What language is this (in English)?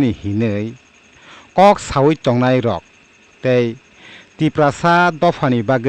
Kok Borok